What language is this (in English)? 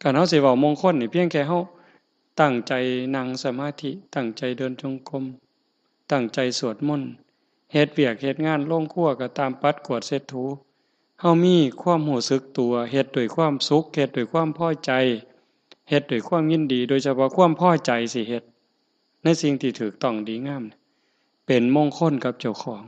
Northeastern Thai